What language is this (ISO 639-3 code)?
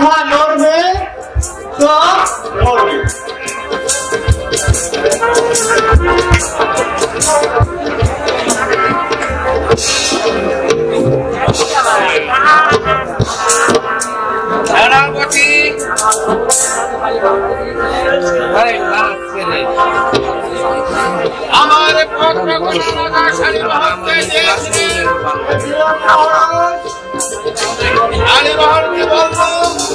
ben